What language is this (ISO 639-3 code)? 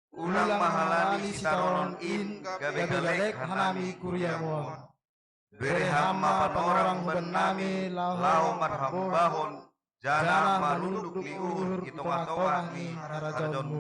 bts